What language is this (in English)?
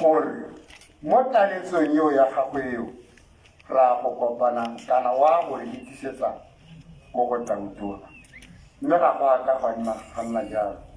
Tswana